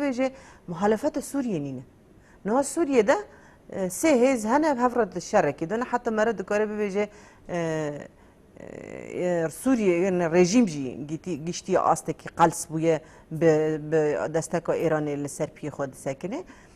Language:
Kurdish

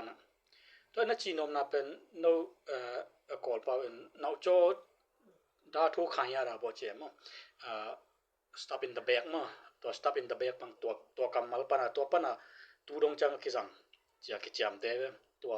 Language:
Tedim Chin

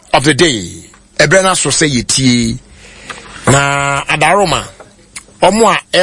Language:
Akan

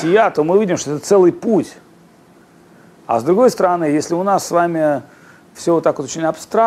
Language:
Russian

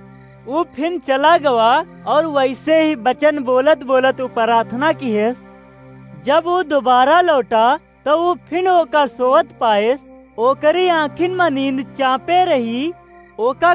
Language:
Awadhi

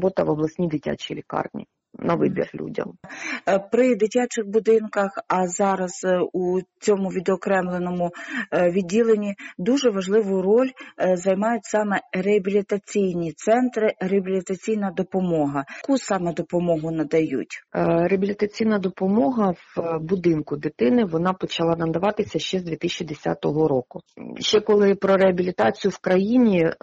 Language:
Ukrainian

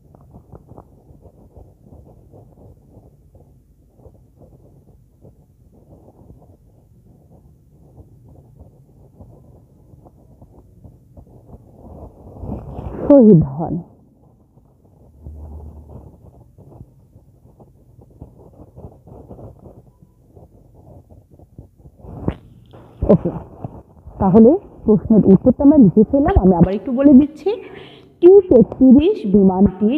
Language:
Bangla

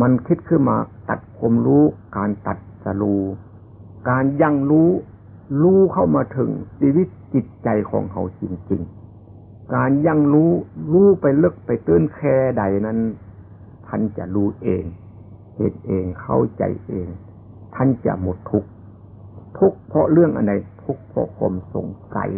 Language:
Northeastern Thai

